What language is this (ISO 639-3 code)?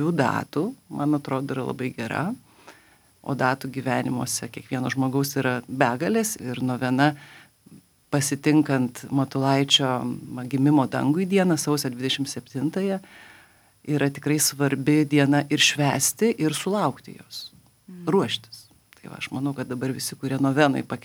lit